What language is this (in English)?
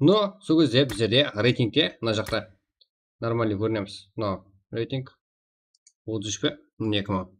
Kara-Kalpak